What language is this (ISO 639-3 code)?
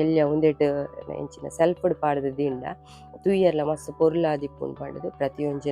tcy